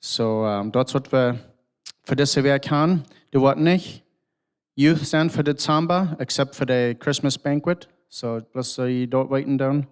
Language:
Plautdietsch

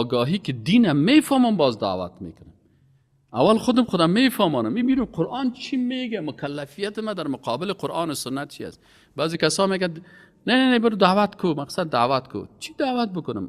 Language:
Persian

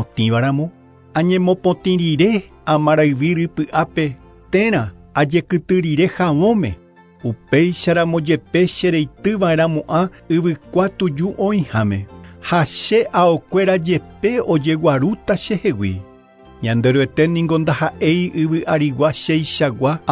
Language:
Guarani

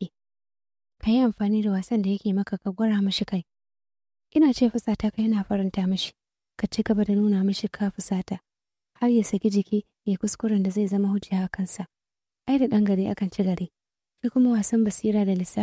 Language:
Hausa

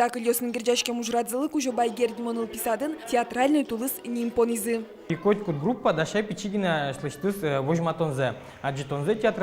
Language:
Udmurt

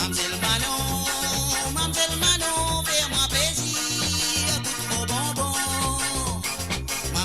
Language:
Morisyen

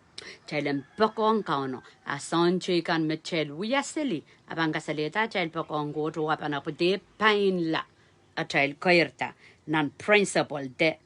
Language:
Pohnpeian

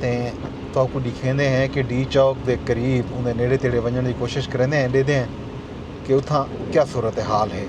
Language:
Saraiki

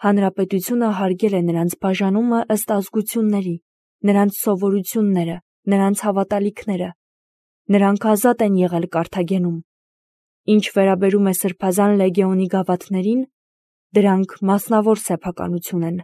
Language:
Armenian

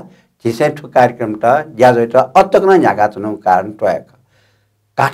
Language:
Newari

